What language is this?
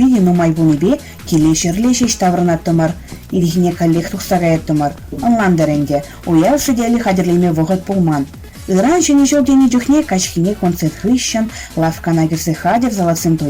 Chuvash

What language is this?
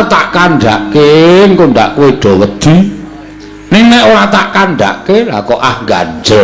Javanese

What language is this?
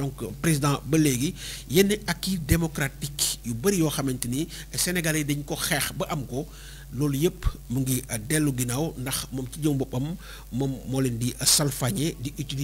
Wolof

